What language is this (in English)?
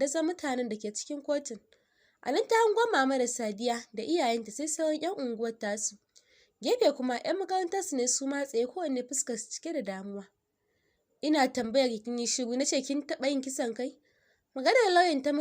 Hausa